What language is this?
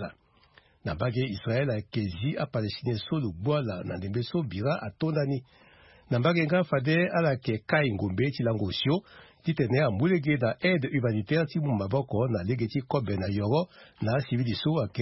Sango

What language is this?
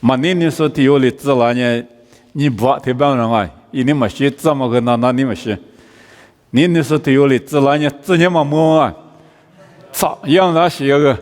Lisu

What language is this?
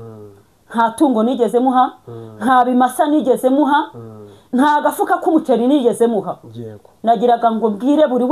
Kinyarwanda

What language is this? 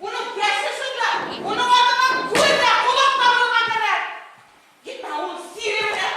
Bashkir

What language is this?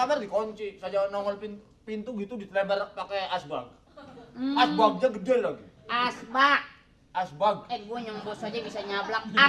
Betawi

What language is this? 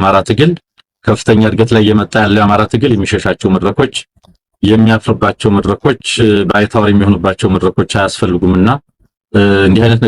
Amharic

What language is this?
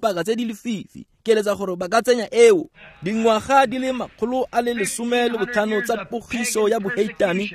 Tswana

